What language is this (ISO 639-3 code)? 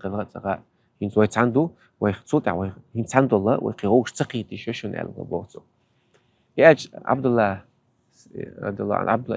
che